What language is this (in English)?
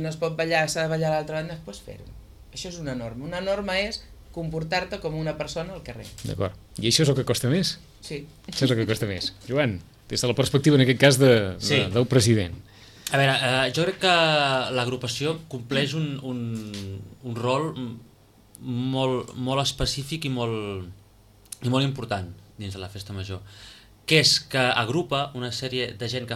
Catalan